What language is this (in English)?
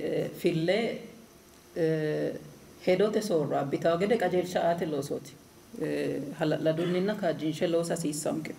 Sidamo